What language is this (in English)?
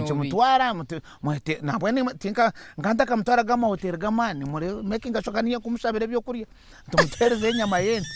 Nyankole